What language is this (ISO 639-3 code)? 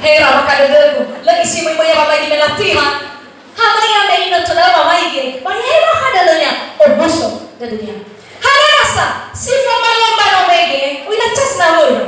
nia